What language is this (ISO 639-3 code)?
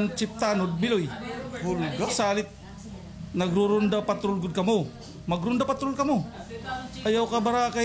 war